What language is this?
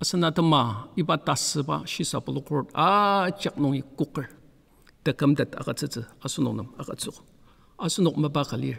Ao Naga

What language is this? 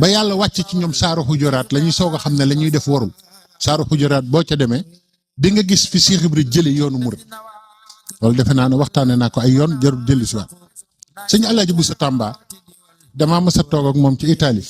Wolof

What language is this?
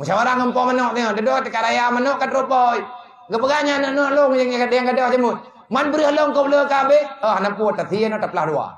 Achinese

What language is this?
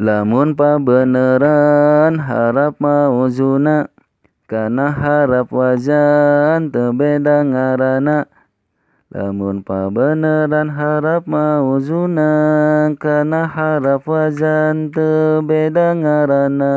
Sundanese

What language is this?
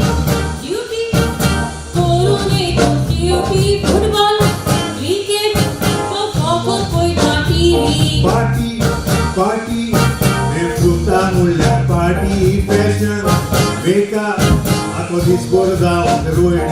Konkani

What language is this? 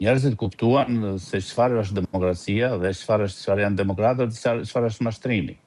Albanian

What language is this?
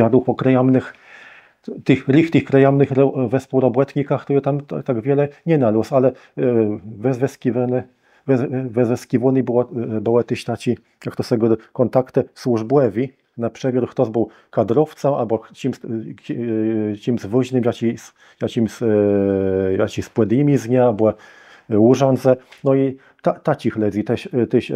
Kashubian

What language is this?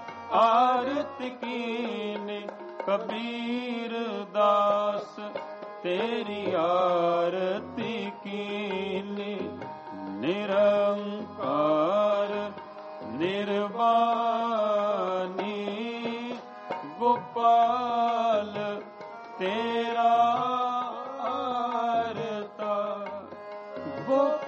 Punjabi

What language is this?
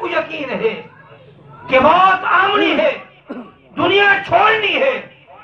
Saraiki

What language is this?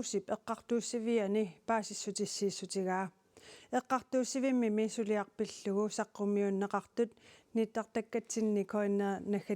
Kalaallisut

